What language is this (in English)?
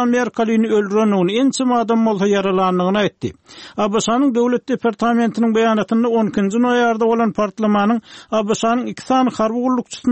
Turkmen